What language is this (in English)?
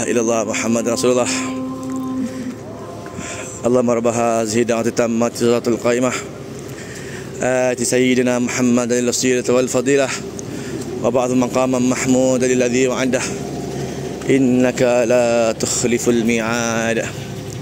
Malay